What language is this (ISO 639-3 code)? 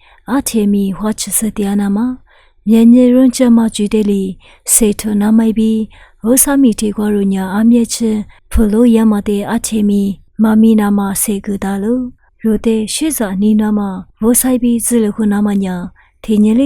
lis